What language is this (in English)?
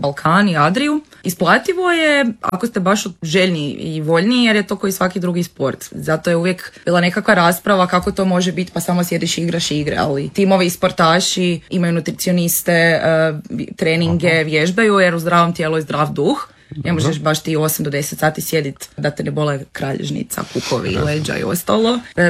Croatian